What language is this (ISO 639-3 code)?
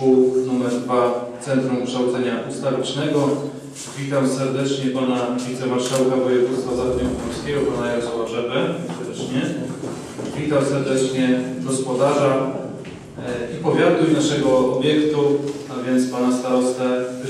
pol